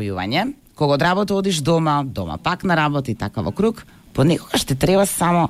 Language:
Macedonian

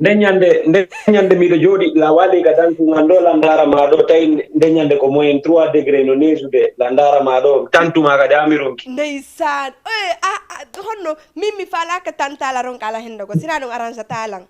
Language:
Fula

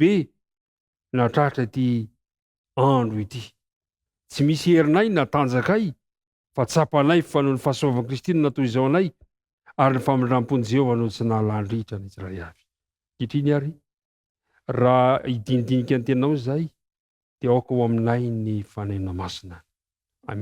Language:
Malagasy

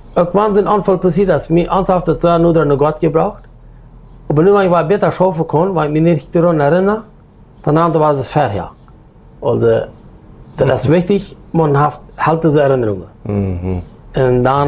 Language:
Plautdietsch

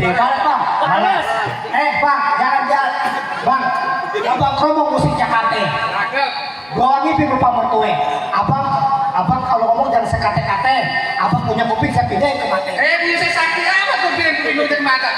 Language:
Betawi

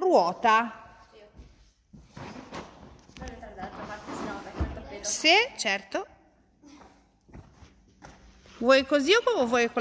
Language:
Italian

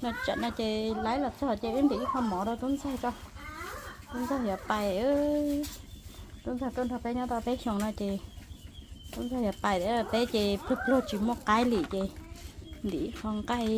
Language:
Hmong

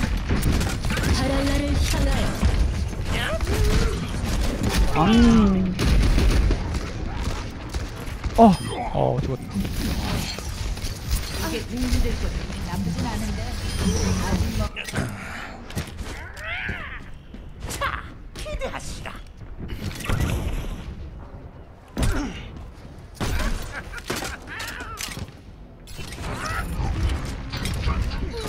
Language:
Korean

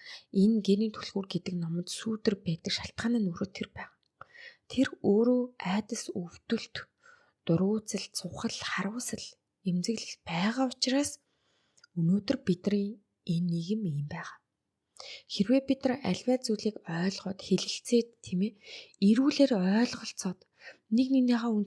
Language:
Mongolian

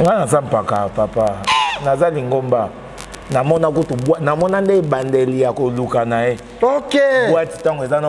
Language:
Lingala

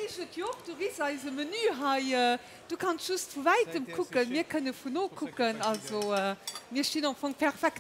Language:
Luxembourgish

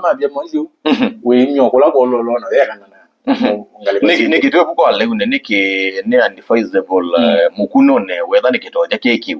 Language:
Kamba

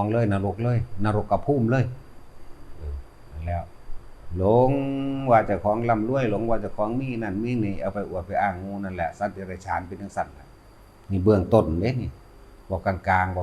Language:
Northeastern Thai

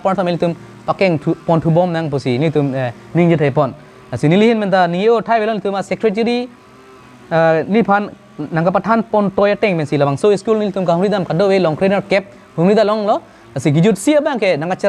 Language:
Karbi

